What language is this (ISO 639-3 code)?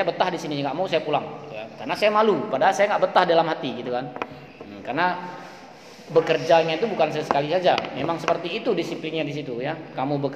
ind